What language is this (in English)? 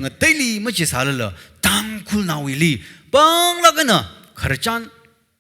Tangkhul Naga (India)